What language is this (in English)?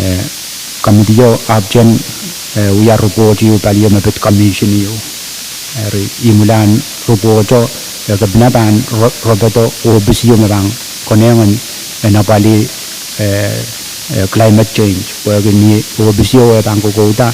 Pohnpeian